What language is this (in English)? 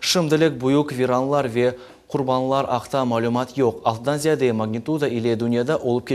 Crimean Tatar